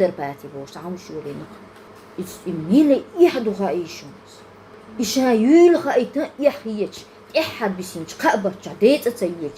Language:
Chechen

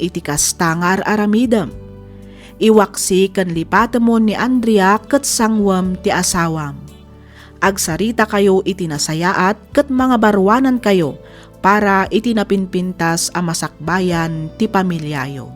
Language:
Iloko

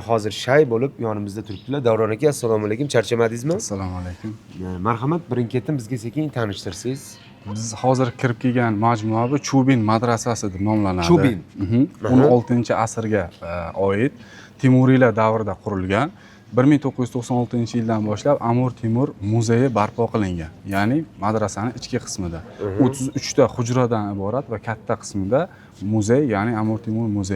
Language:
Uzbek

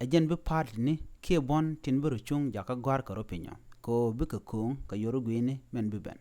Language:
Nuer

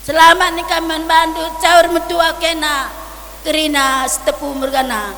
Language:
Batak Karo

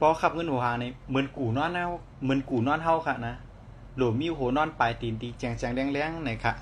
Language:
Shan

